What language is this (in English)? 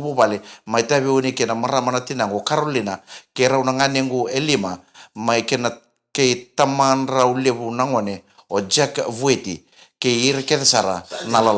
Fijian